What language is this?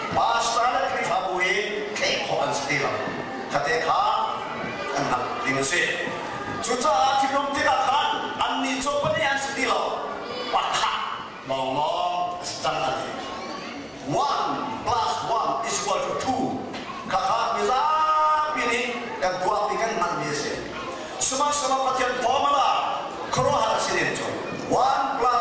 Hakha Chin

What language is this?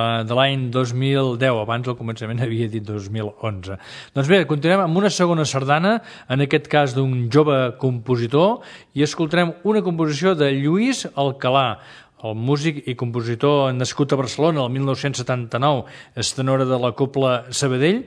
Catalan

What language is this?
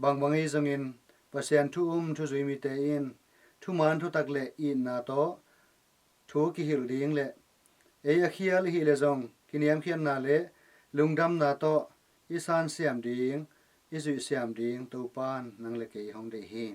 Tedim Chin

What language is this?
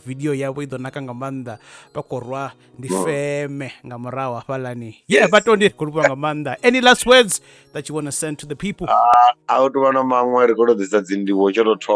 Venda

